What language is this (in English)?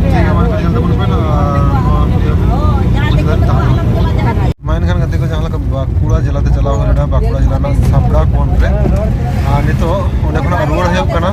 Santali